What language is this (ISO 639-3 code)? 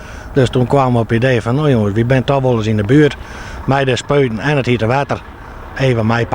fry